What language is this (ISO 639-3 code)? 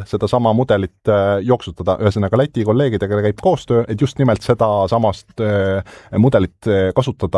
est